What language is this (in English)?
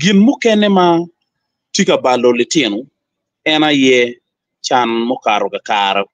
Acoli